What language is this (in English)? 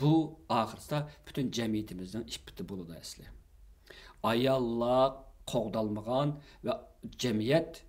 Uyghur